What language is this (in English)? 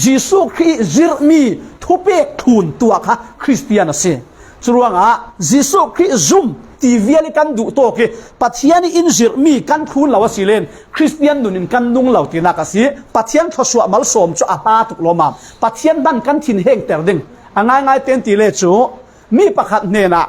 Falam Chin